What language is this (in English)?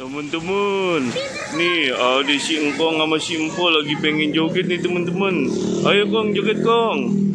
Betawi